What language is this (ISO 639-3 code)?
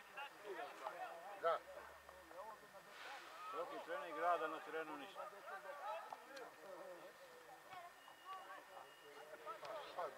srp